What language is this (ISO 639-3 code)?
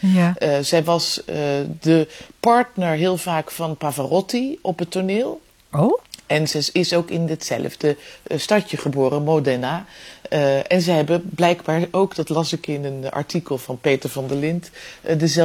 nld